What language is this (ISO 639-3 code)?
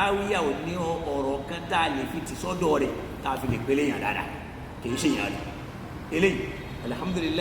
yor